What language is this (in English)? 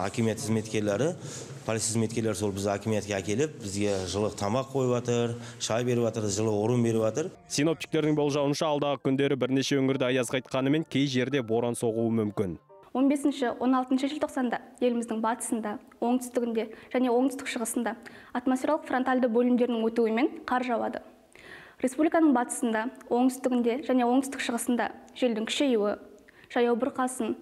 Kazakh